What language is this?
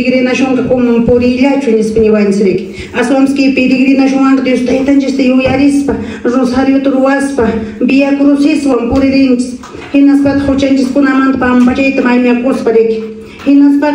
Quechua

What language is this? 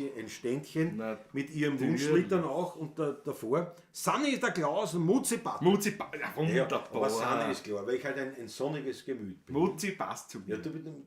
Bavarian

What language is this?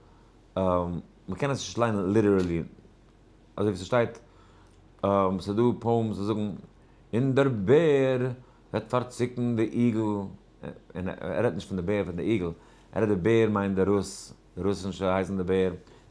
Yiddish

